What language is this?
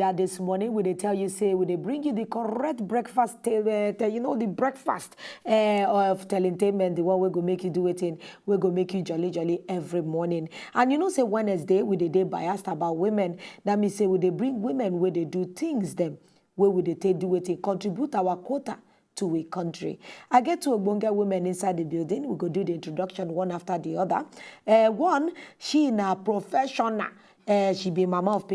Nigerian Pidgin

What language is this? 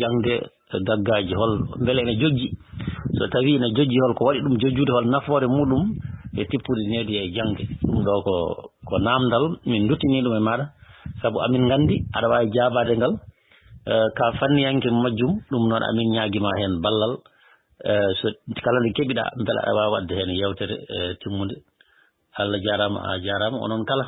Fula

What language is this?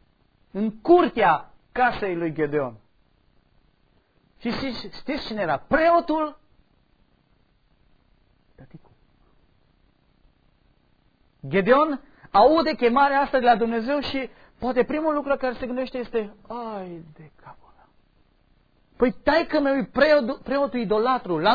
Romanian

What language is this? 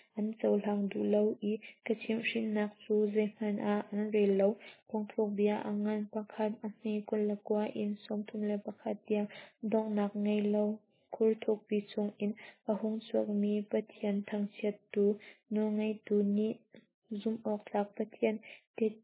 Hakha Chin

